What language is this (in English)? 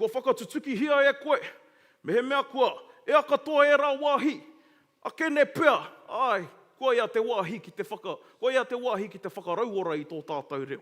Māori